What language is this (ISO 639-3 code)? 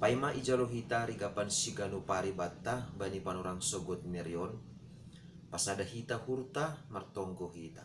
bts